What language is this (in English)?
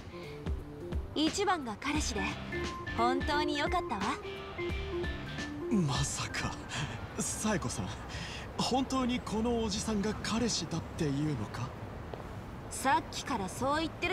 Japanese